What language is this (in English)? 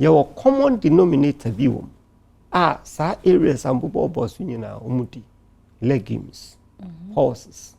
Akan